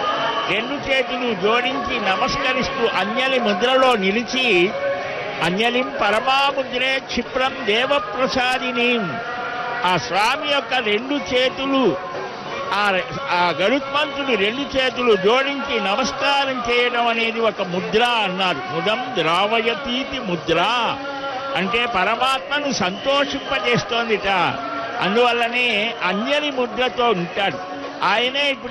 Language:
Telugu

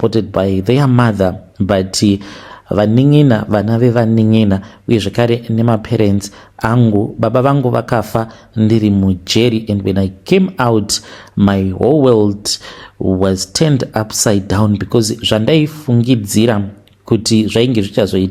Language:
Shona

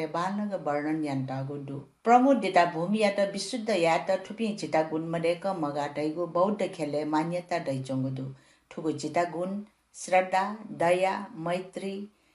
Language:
Newari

